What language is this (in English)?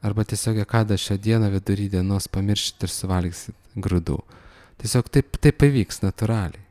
Lithuanian